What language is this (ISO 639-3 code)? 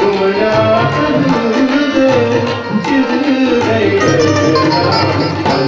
doi